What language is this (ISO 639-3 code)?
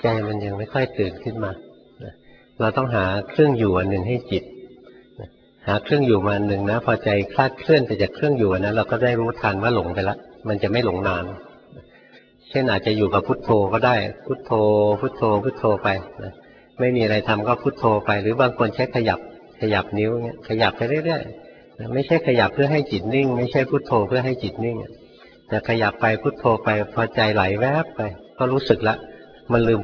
tha